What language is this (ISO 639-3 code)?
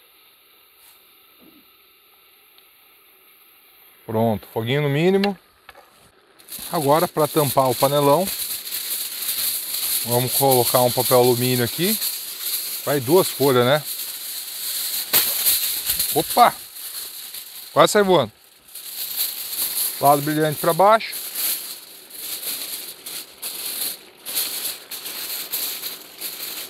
por